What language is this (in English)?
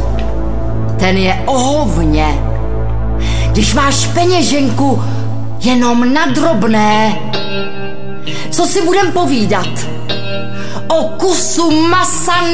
Czech